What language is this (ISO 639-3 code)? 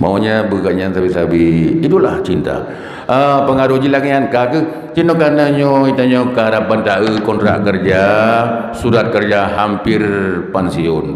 ace